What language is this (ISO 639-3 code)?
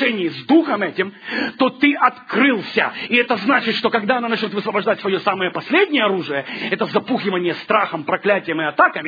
rus